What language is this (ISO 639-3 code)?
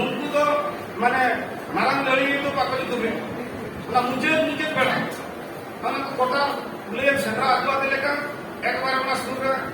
sat